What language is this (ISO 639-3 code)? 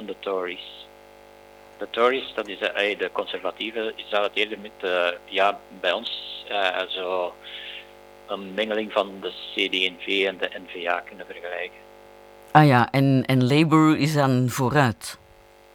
nld